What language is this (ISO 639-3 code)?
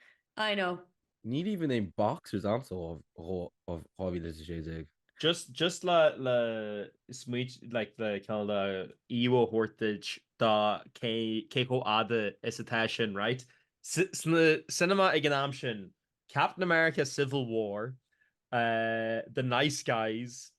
gle